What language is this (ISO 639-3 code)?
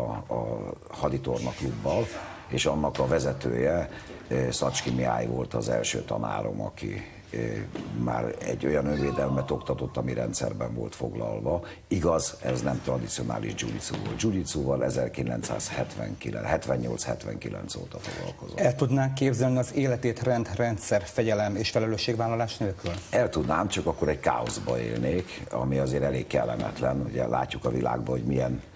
hun